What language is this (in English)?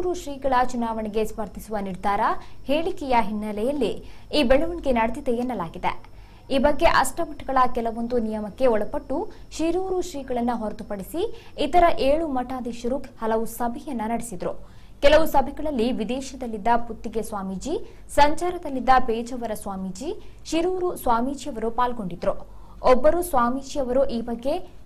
Kannada